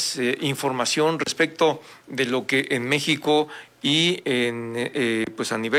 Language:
Spanish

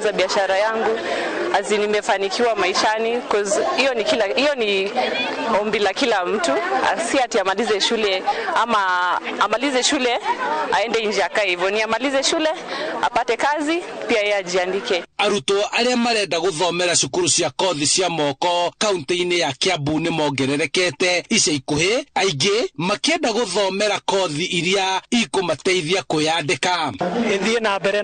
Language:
Kikuyu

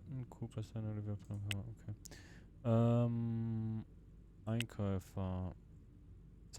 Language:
Swiss German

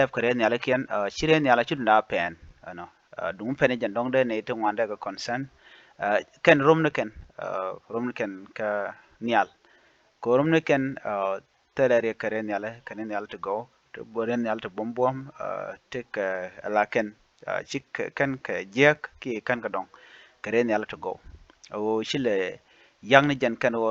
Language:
Nuer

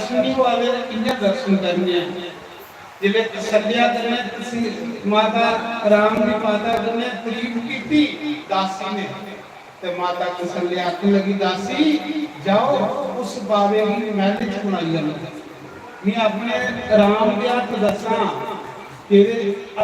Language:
Dogri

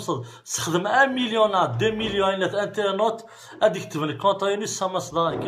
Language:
Kabyle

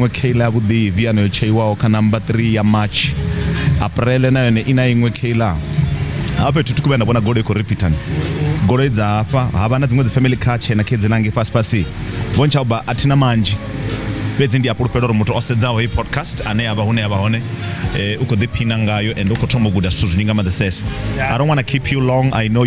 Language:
Venda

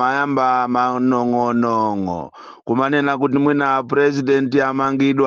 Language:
Nyanja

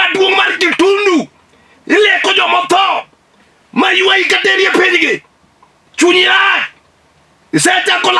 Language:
Luo (Kenya and Tanzania)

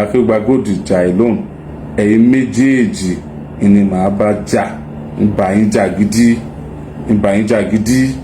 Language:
Yoruba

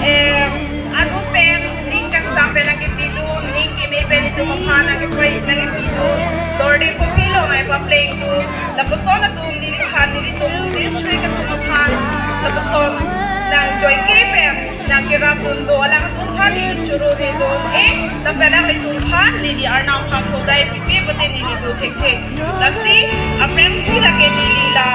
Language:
Karbi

